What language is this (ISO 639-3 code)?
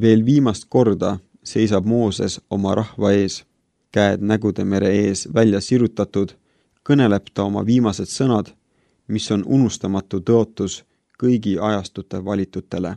est